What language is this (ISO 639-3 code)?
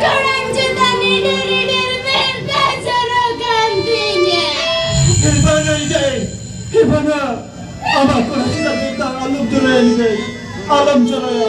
sat